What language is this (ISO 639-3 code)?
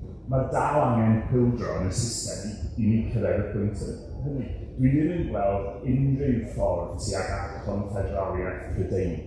cym